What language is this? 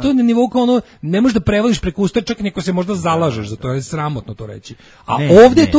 Serbian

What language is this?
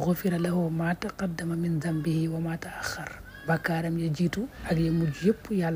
Wolof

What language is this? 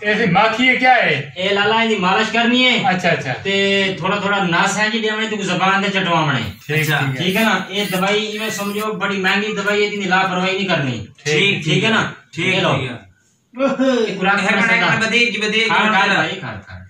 Saraiki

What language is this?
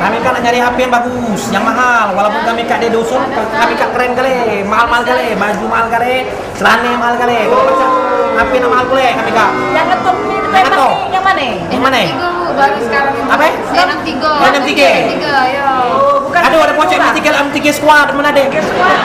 Musi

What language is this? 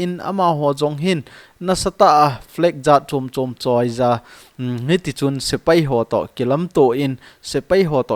Thado Chin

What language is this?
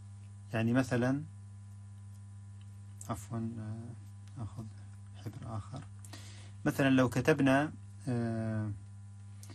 Arabic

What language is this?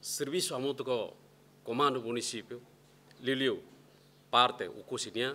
Tetum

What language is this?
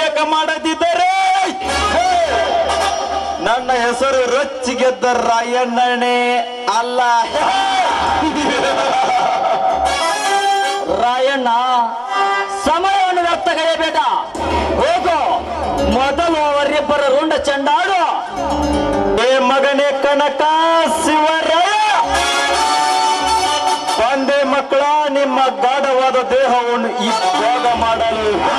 Kannada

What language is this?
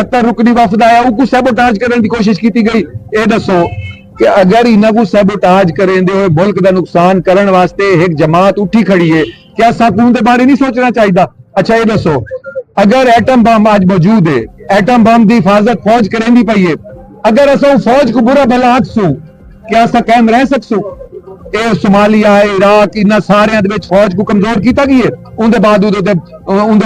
Saraiki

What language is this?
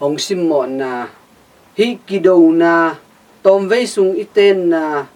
Tedim Chin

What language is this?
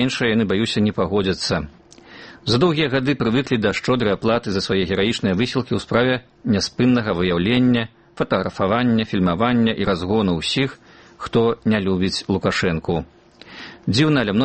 Belarusian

